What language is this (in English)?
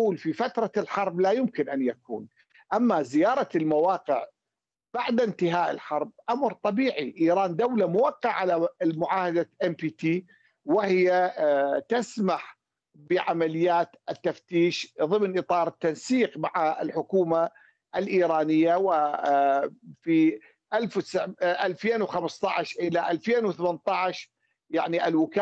Arabic